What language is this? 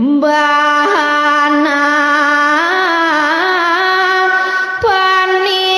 Balinese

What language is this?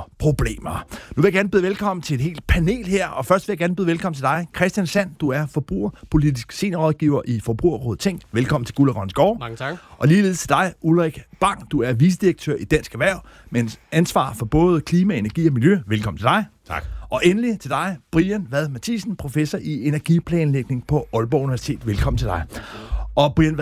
Danish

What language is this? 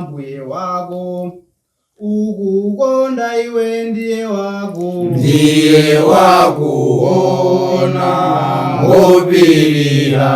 Nyanja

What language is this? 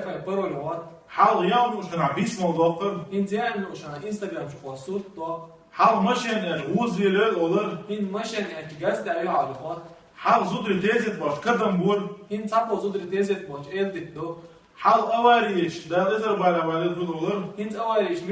Chechen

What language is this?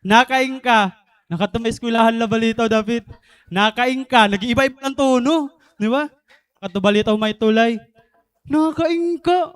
Waray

